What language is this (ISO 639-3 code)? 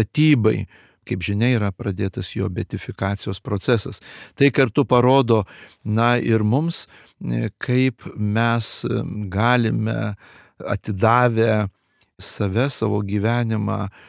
lit